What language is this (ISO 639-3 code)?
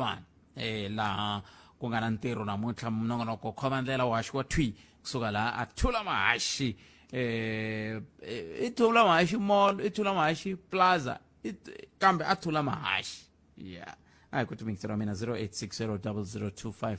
tso